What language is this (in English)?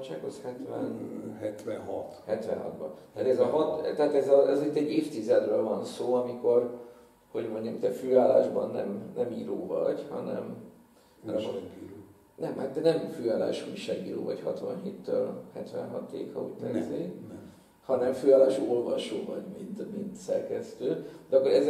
Hungarian